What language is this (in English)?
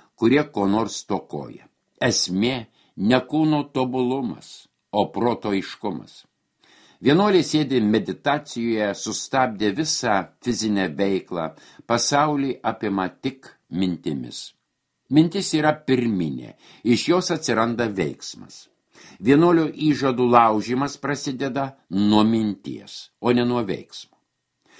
Lithuanian